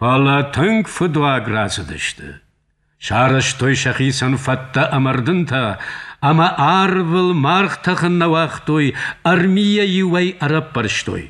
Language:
Ossetic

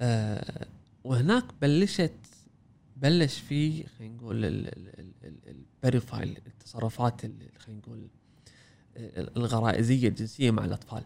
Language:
Gulf Arabic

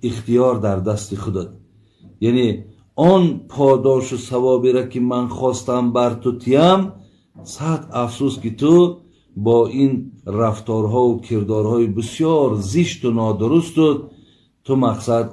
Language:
Tajik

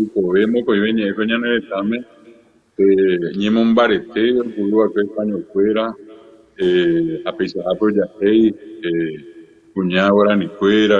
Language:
Guarani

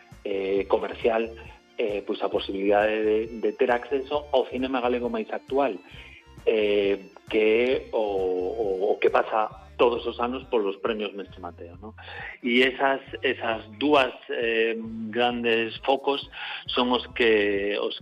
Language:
Galician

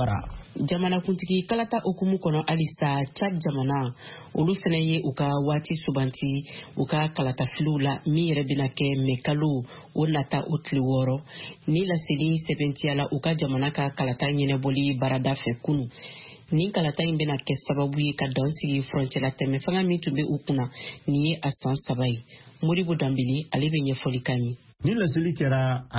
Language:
Bambara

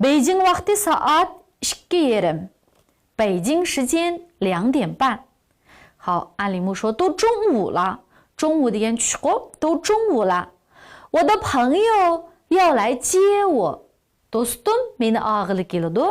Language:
Uyghur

